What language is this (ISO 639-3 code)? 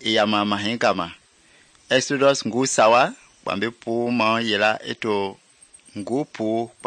men